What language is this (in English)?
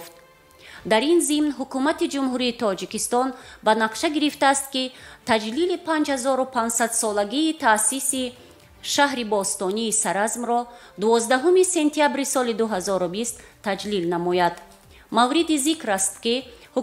Tajik